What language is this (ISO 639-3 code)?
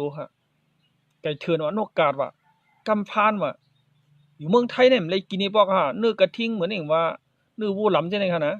shn